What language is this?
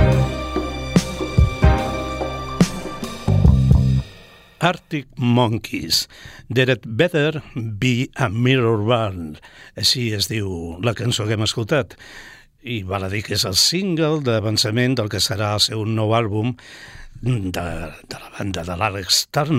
Catalan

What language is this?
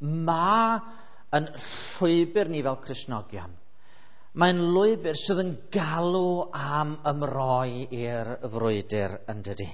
Welsh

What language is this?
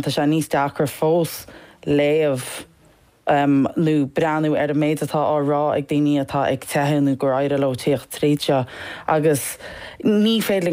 Irish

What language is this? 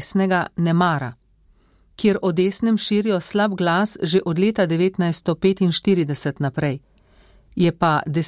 Slovenian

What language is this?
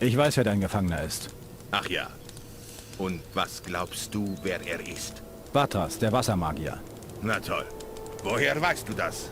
Bavarian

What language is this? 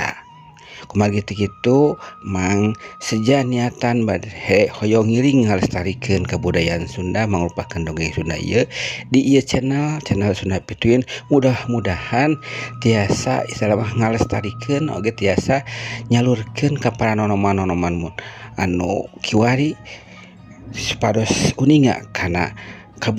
Sundanese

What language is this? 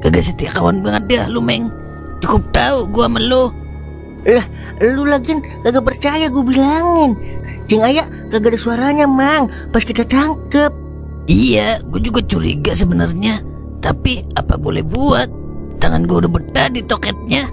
Betawi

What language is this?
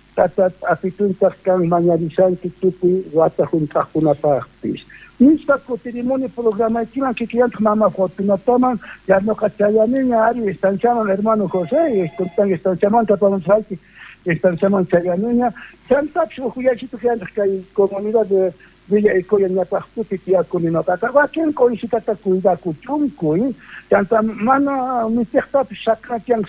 South Bolivian Quechua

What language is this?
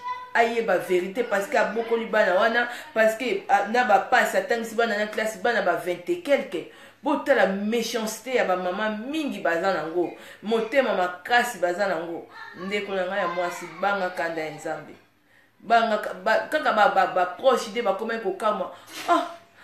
Lingala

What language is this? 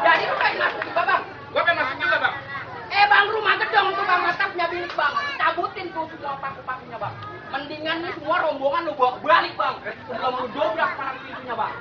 Betawi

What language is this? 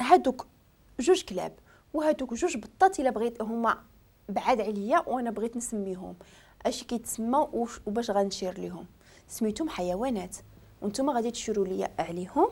Moroccan Arabic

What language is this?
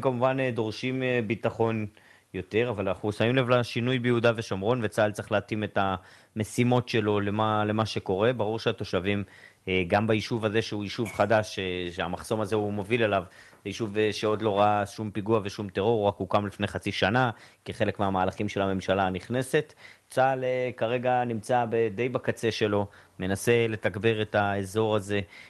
Hebrew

